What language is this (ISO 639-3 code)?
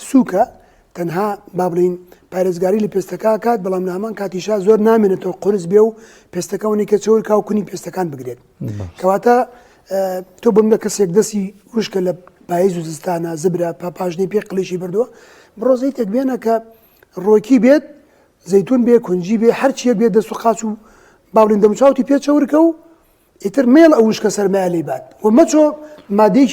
ckb